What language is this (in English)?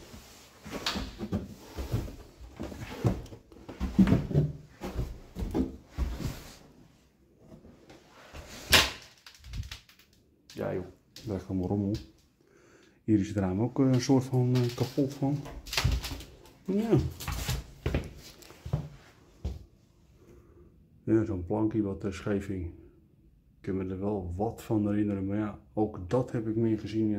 Dutch